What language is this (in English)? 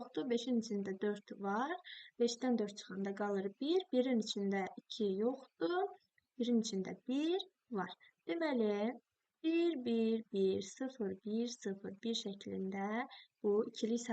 Azerbaijani